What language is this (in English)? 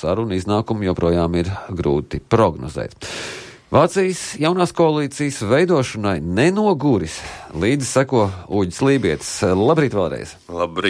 Latvian